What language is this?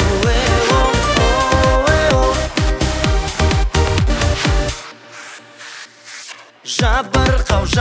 Kazakh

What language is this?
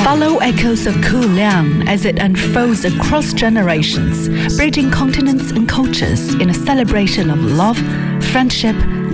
English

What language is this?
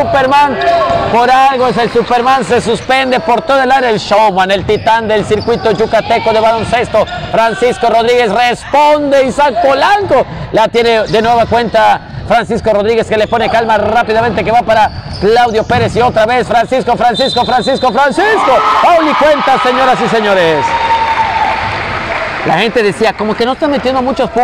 Spanish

